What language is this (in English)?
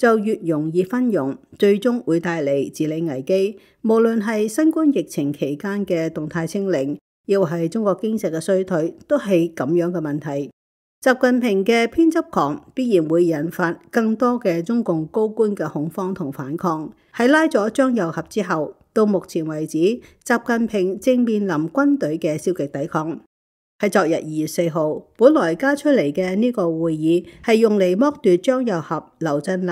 Cantonese